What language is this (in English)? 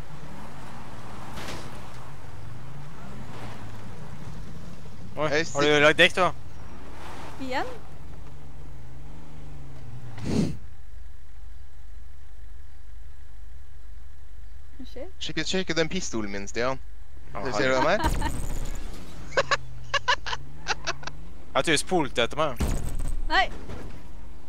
Norwegian